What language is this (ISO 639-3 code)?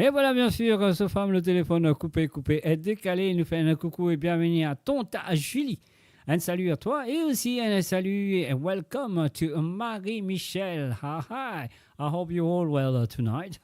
mfe